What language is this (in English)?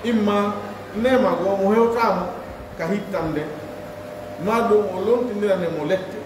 Pular